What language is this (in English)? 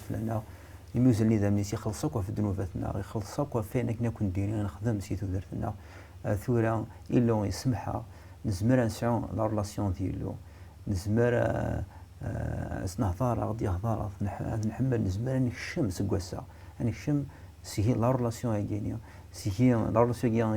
Kabyle